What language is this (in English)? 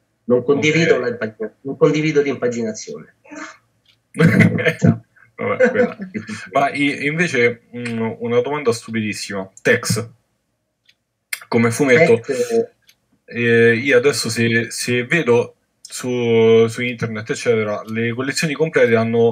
Italian